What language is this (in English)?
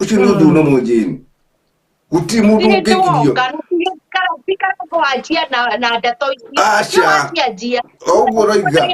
Kikuyu